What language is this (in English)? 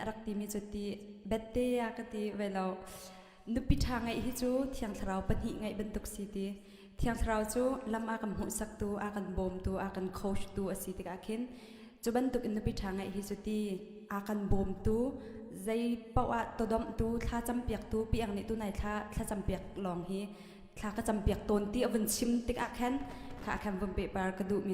Hakha Chin